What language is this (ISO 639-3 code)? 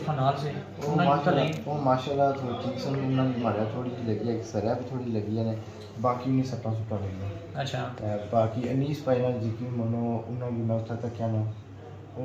phr